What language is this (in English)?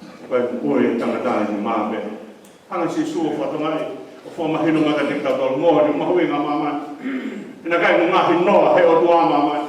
Tongan